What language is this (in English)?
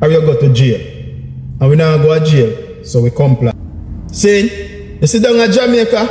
Jamaican Creole English